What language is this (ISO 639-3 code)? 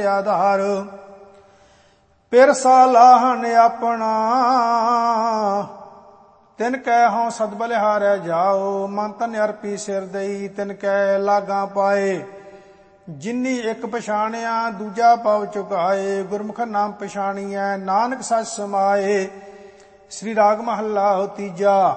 pan